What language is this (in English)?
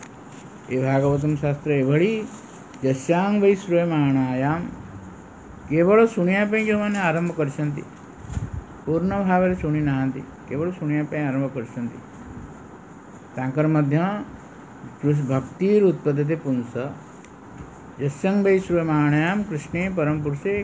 Odia